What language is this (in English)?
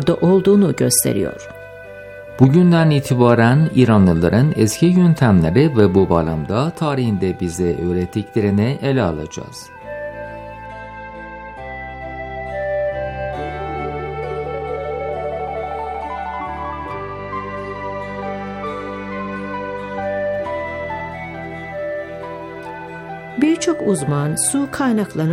Turkish